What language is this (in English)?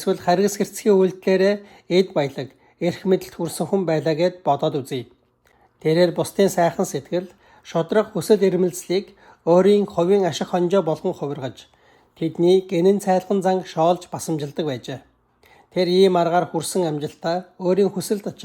Mongolian